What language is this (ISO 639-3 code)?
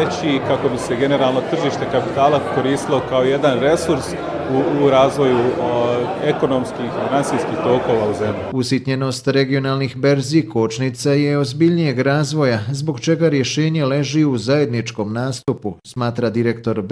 bos